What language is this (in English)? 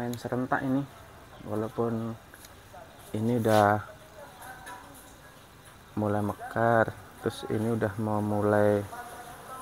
Indonesian